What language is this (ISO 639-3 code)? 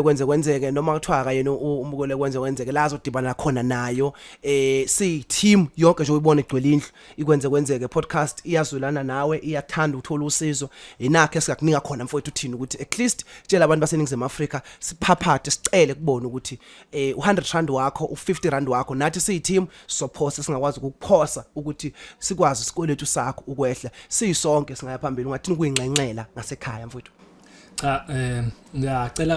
zul